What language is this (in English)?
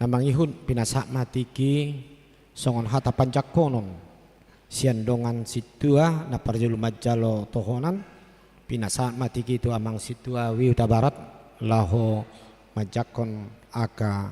Batak Toba